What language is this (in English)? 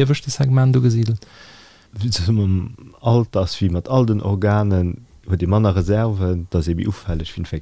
Luxembourgish